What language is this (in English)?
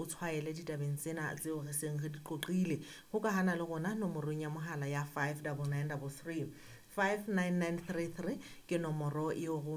Southern Sotho